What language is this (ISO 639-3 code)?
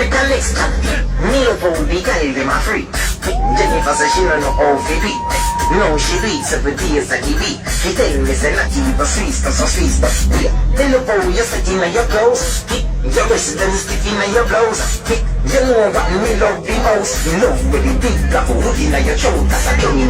jam